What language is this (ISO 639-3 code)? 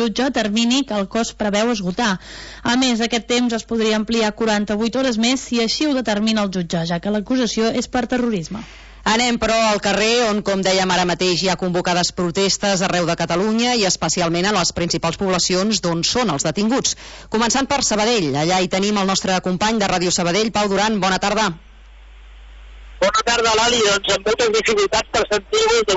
cat